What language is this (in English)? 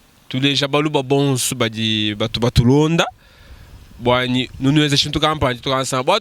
Luba-Lulua